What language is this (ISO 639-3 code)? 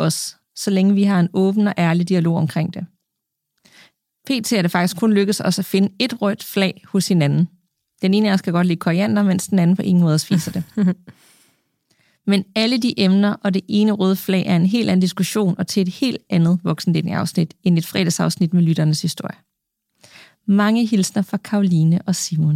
dan